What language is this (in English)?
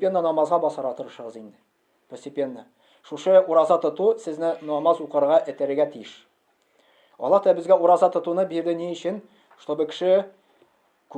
Tatar